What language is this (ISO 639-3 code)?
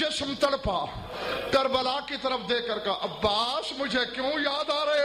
urd